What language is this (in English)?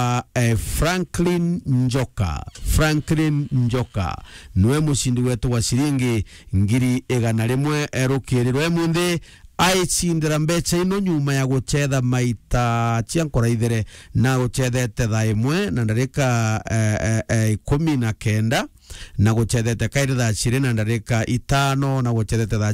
Meru